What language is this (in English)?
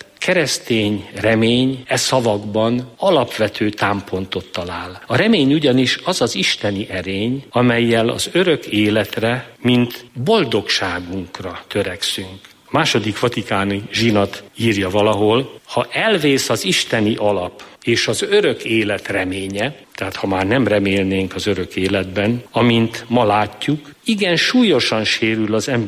Hungarian